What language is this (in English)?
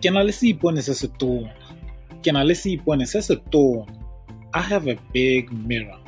Tswana